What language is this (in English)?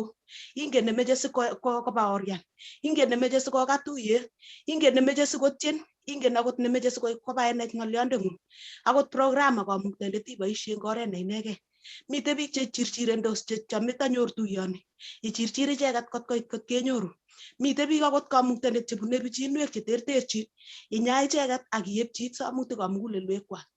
Kalenjin